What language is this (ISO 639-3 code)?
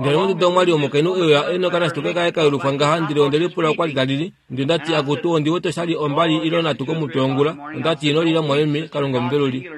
kua